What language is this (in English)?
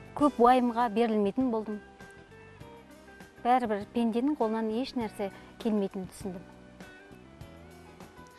Kazakh